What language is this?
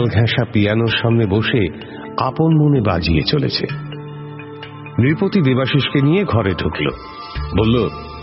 Bangla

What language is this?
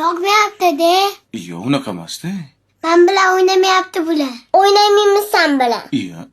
Uzbek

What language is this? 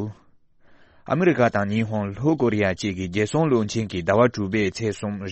Tibetan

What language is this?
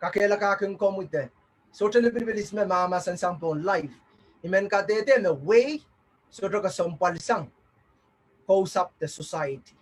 Pohnpeian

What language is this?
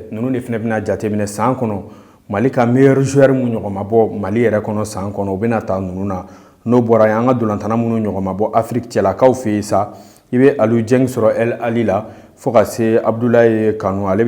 Bambara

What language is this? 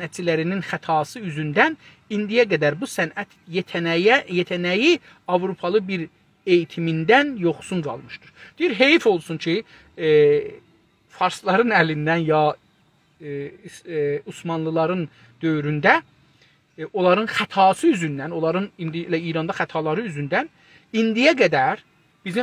South Azerbaijani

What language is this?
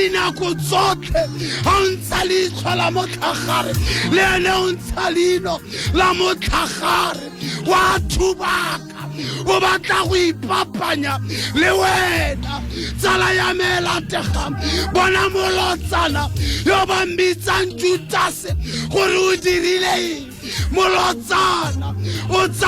Tswana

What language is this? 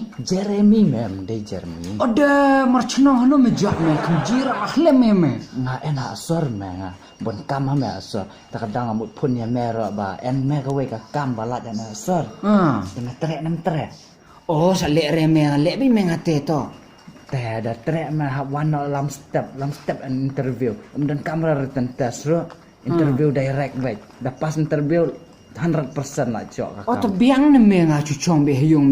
Khasi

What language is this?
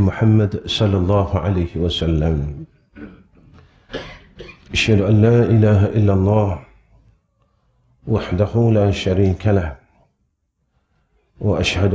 Malay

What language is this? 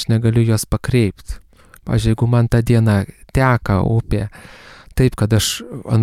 Lithuanian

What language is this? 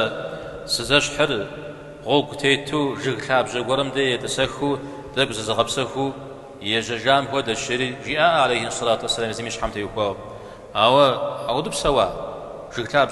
Kabardian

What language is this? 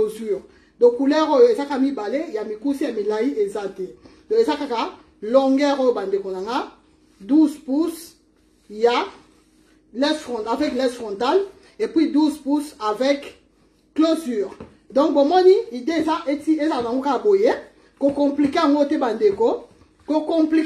Lingala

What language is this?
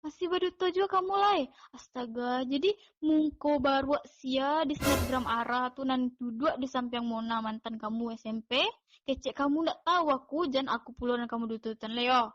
Minangkabau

